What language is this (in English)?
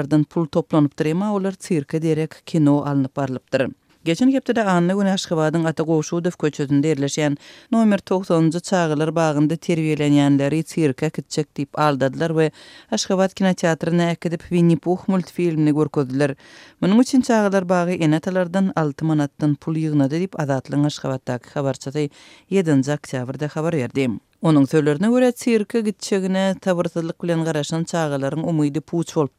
Turkmen